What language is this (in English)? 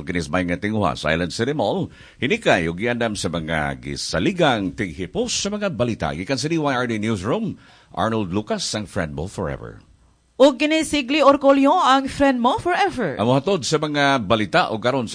Cebuano